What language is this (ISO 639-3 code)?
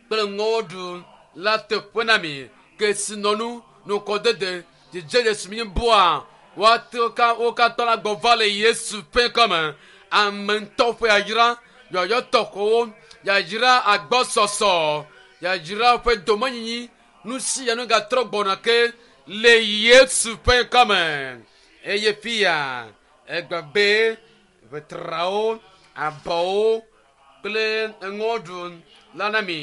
ewe